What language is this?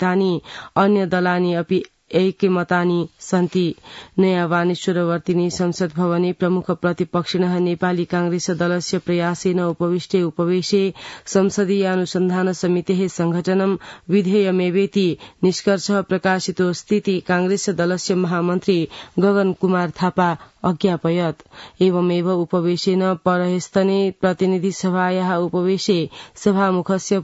Sanskrit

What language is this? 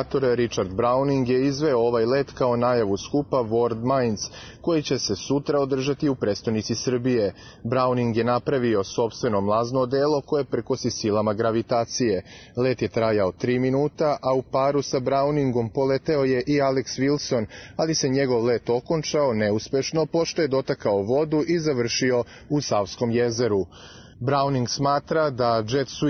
Serbian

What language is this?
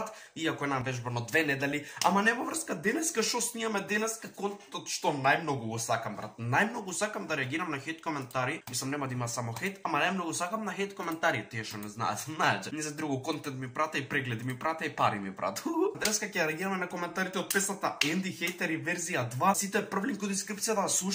Macedonian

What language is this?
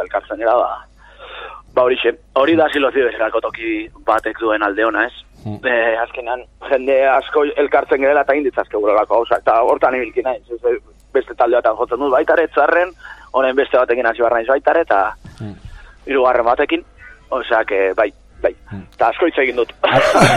Basque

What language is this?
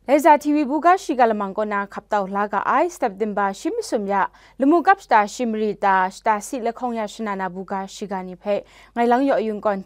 Kachin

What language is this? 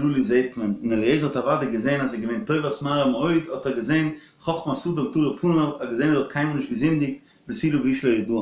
Yiddish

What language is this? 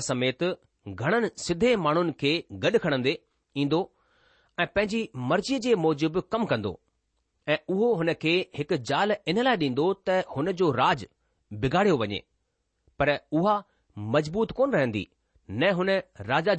Sindhi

